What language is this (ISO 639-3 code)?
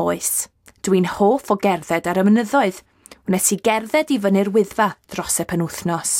cym